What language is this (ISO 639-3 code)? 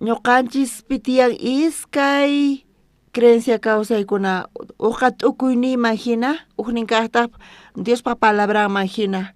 quh